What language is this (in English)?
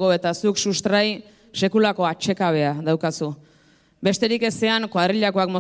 Basque